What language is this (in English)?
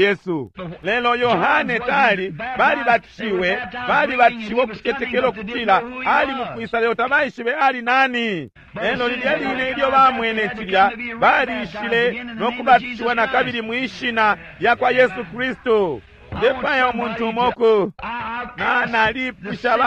Bemba